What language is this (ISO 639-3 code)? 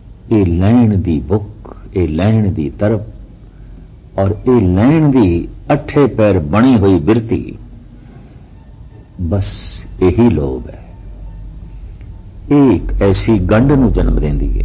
pan